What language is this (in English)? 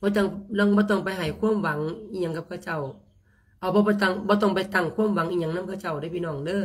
Lao